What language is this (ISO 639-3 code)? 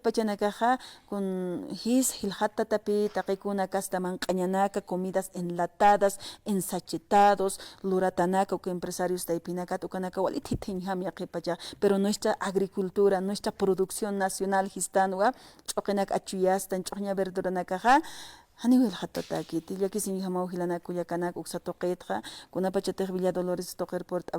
aym